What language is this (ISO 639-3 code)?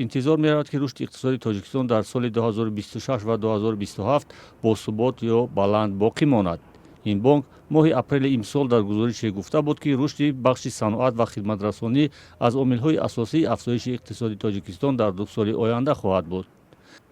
tgk